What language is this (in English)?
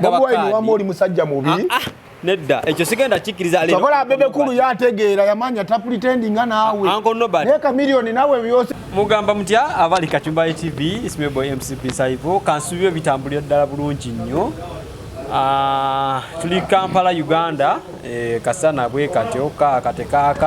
Ganda